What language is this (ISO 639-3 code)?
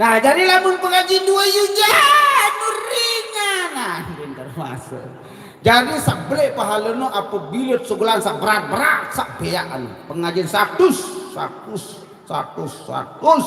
sas